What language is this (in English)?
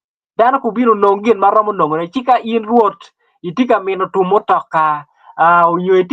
Acoli